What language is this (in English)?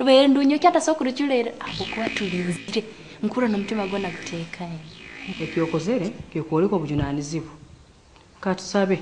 Nyoro